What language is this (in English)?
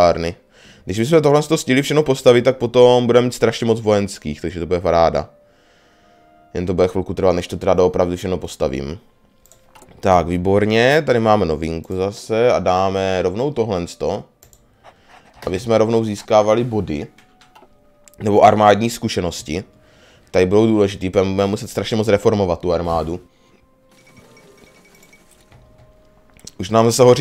Czech